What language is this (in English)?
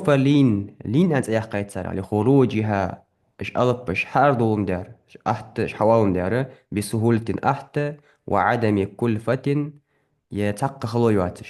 Ingush